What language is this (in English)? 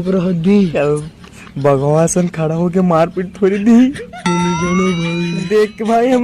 Chhattisgarhi